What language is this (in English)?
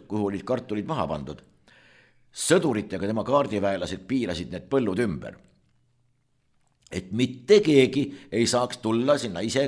Estonian